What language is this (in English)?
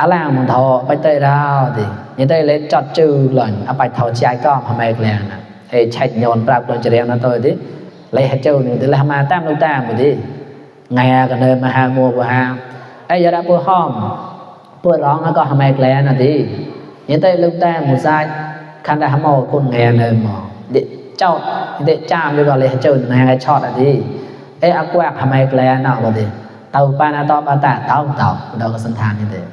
Mon